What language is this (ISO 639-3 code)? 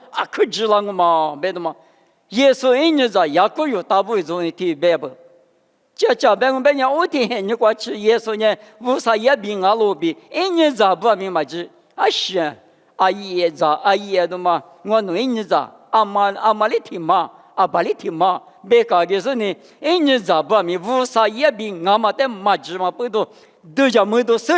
lis